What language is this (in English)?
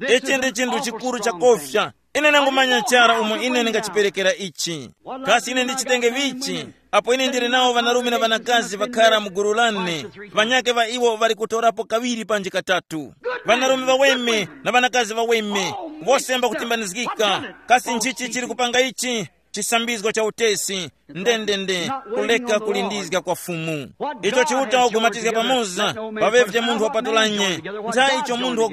Tumbuka